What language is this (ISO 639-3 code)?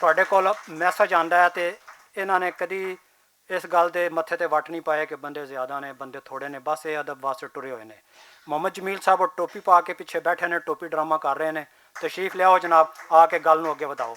lah